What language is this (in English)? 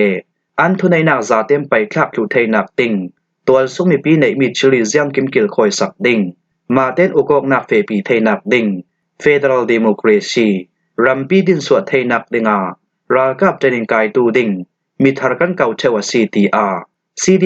Falam Chin